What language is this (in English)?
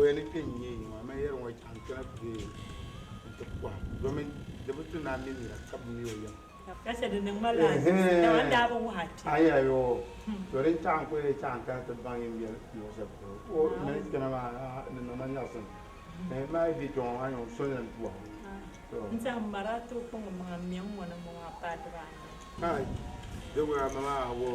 Dagbani